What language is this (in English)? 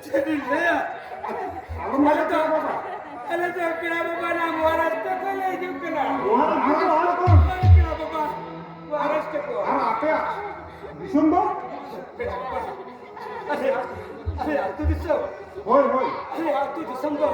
Santali